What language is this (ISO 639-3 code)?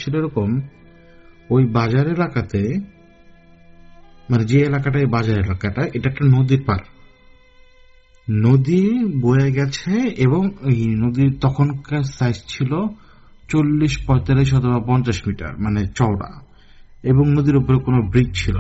ben